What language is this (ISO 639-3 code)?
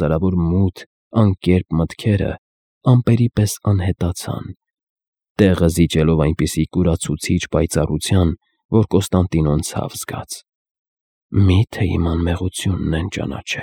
hye